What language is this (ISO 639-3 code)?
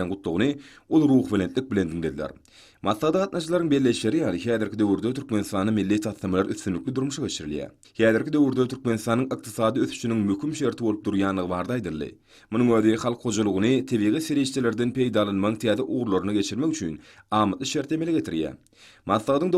tuk